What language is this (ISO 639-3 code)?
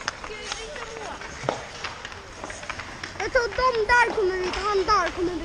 swe